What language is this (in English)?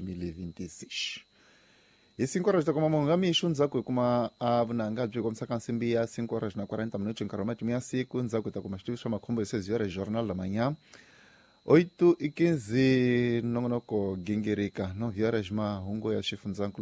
Tsonga